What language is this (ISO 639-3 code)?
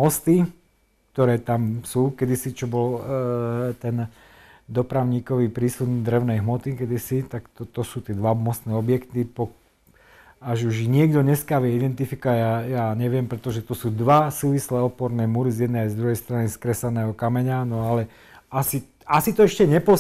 slk